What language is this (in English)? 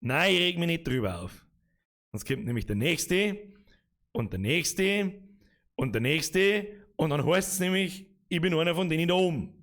Bavarian